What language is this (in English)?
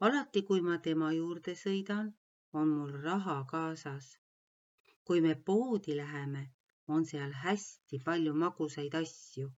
Estonian